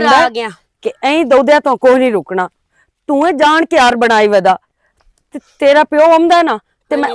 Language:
Western Panjabi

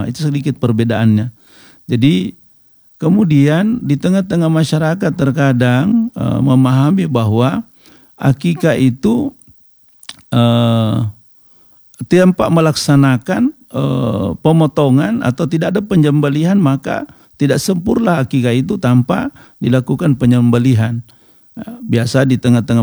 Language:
Indonesian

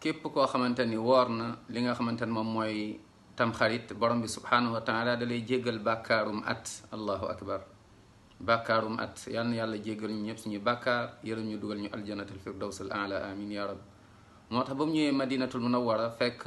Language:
Wolof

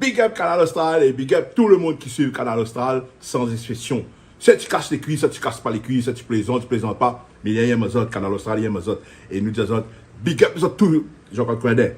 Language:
Réunion Creole French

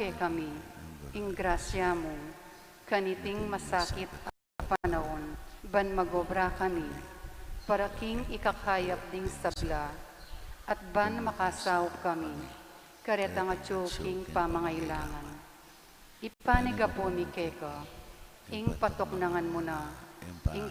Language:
Pampanga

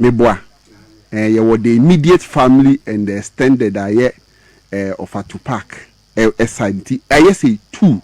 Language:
Akan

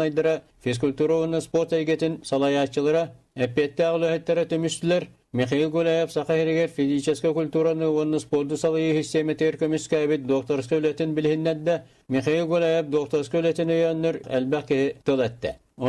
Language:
Yakut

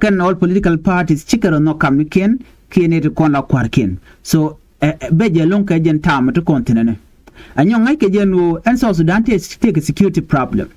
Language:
Nuer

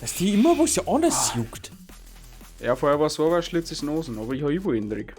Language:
Bavarian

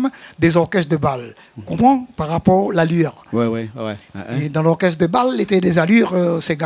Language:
Réunion Creole French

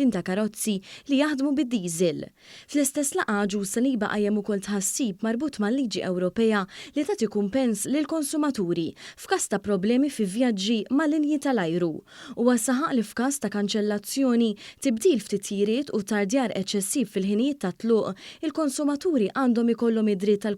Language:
Maltese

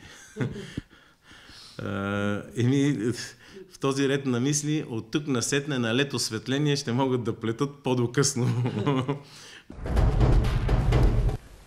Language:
Bulgarian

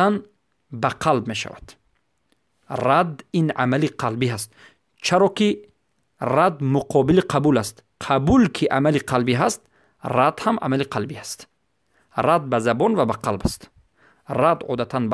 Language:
Persian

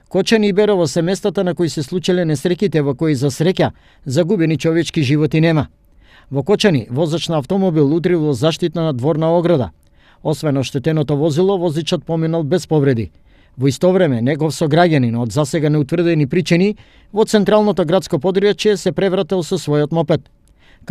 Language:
Macedonian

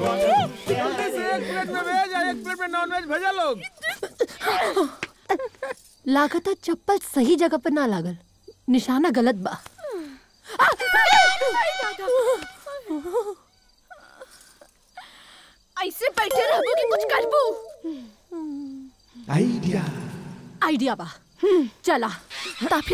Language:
Bhojpuri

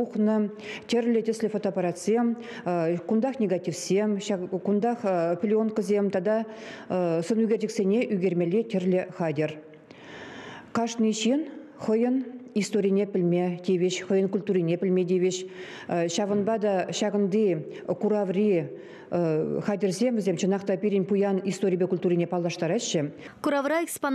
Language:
Chuvash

